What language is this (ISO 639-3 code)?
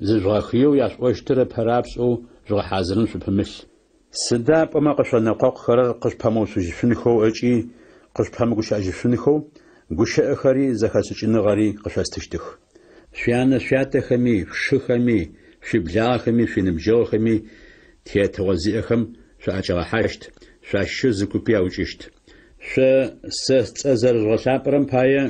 ady